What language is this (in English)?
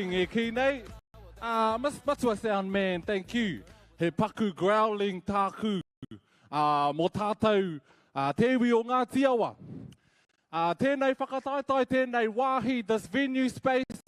Māori